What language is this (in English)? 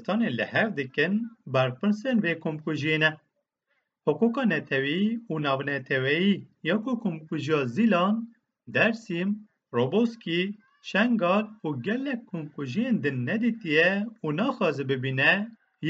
Kurdish